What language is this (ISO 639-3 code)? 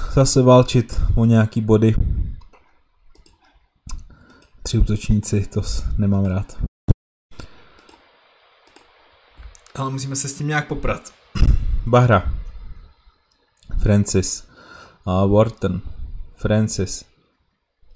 ces